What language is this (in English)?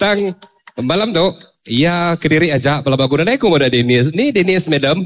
Iban